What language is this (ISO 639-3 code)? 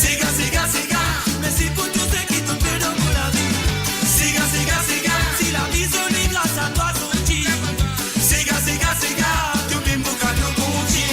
mfe